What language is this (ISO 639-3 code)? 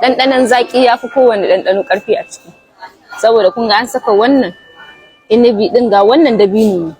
hau